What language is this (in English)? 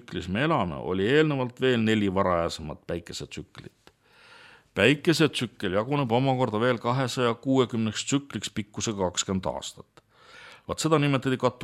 Estonian